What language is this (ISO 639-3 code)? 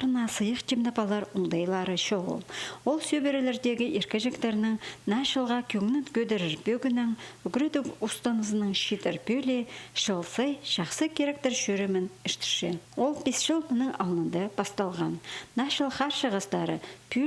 kjh